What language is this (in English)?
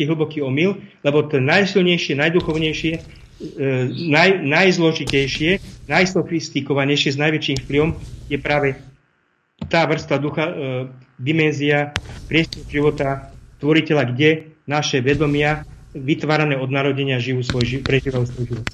Slovak